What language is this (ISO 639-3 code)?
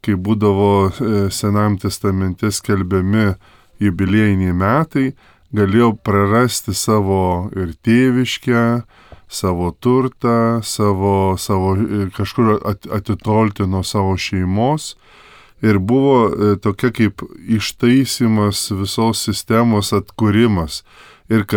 lit